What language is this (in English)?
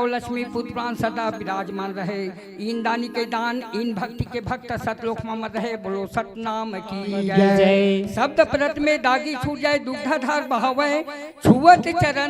Chhattisgarhi